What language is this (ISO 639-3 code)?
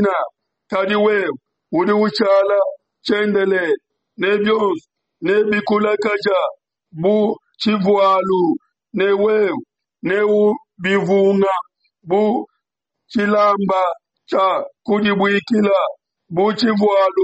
lua